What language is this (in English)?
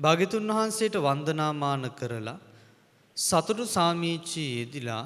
Sinhala